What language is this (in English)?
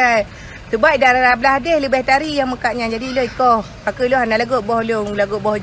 Achinese